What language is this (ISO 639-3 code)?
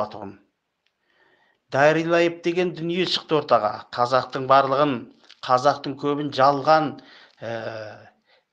kaz